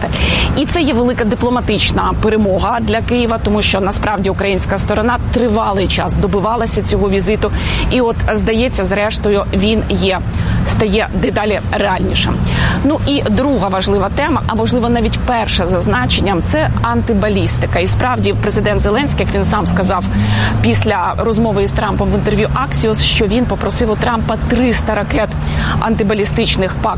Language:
Ukrainian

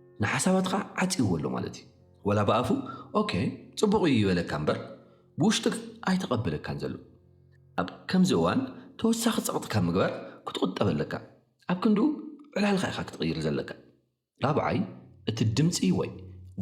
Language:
Tigrinya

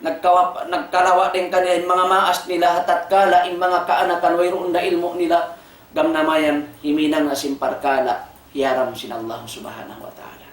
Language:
Tausug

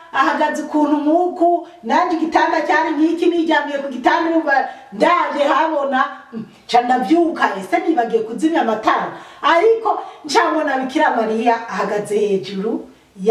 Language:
Rundi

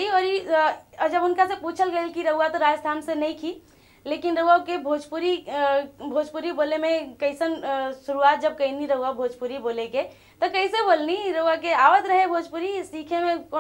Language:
Bhojpuri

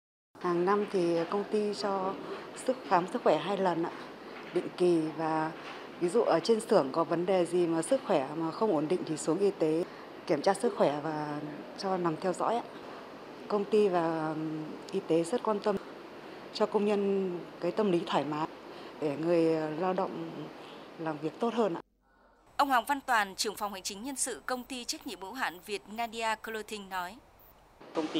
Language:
Vietnamese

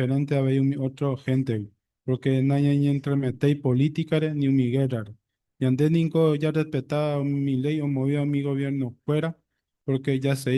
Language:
Guarani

